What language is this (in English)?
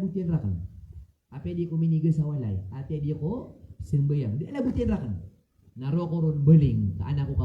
Maranao